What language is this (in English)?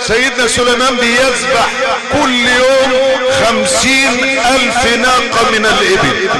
Egyptian Arabic